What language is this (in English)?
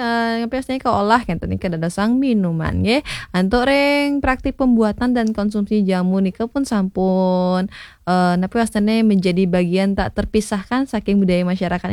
Balinese